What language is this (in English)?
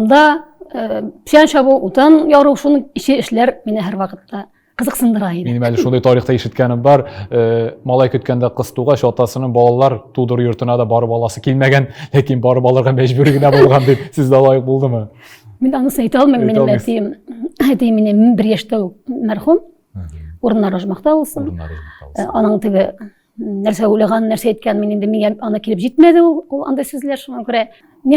Tatar